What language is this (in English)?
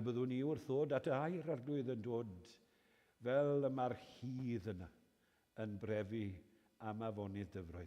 Welsh